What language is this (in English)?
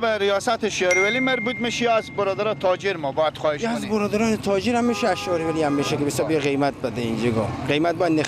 Persian